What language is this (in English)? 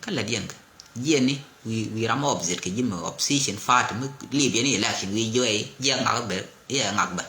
Nuer